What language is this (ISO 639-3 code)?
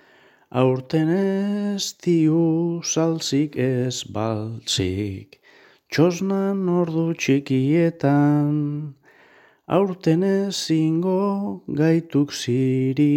eus